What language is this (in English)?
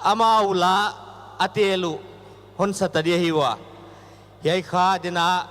Paite Chin